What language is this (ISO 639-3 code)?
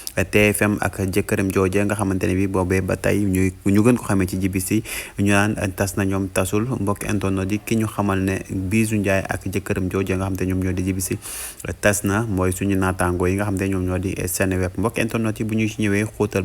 wol